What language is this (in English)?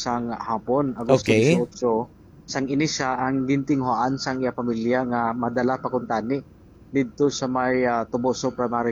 Hiligaynon